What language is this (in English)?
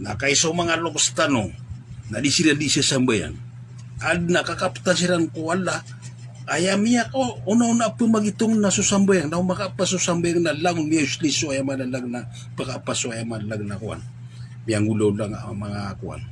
Maranao